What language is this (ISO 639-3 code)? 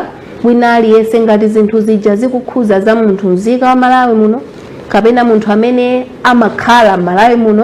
nya